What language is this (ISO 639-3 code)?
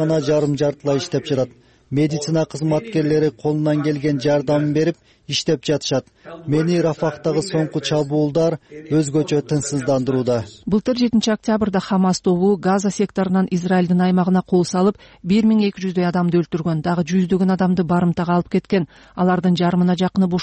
kir